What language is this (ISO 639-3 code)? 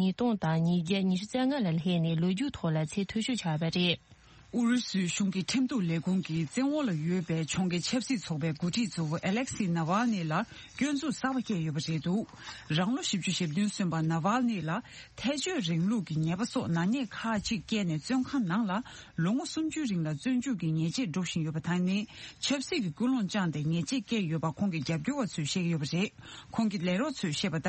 bod